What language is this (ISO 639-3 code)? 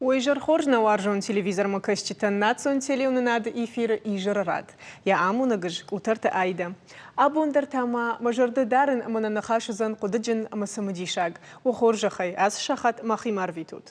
oss